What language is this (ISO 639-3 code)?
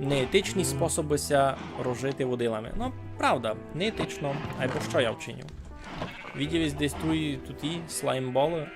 rue